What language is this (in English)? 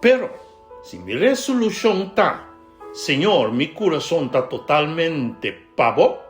Papiamento